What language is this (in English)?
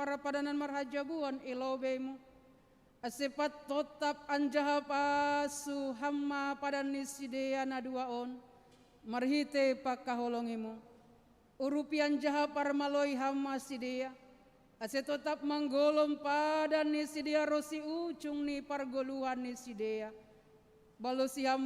Batak Simalungun